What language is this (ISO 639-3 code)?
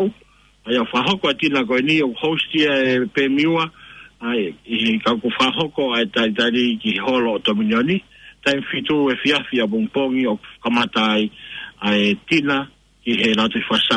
ton